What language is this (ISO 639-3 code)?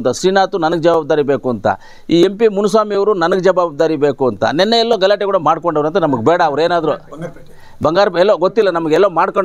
kan